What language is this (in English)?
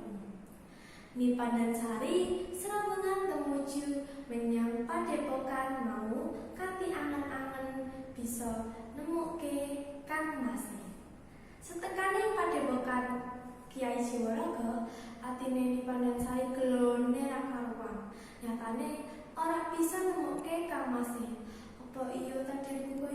Javanese